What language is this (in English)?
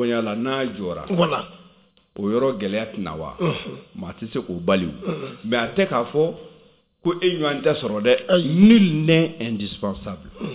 Bambara